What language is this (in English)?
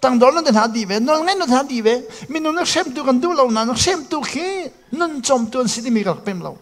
Hakha Chin